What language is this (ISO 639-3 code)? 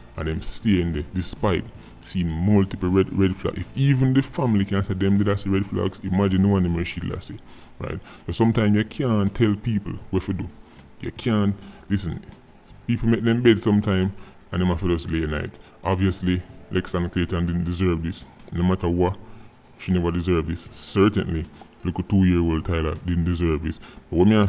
jam